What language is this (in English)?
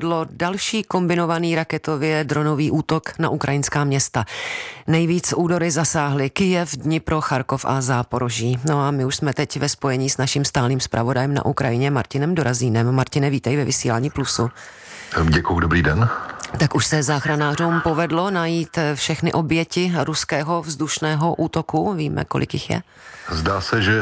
Czech